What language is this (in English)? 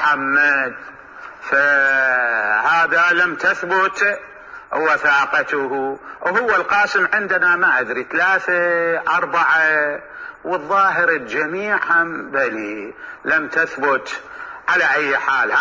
Mesopotamian Arabic